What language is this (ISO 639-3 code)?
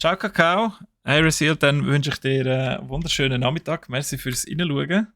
gsw